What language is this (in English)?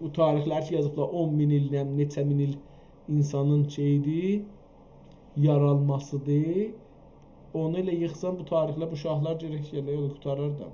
South Azerbaijani